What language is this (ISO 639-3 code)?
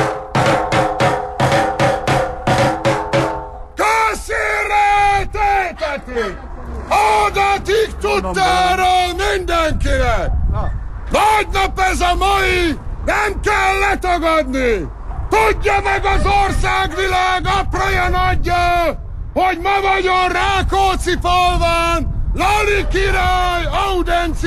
hun